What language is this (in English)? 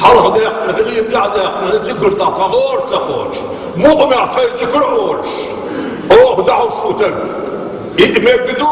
Chechen